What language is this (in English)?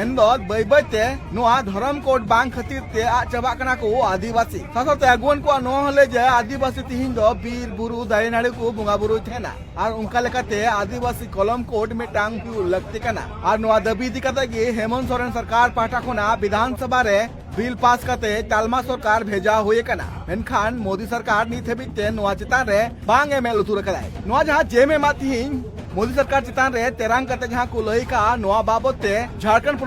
Santali